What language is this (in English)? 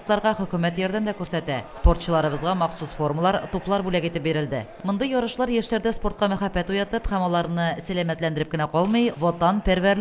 Tatar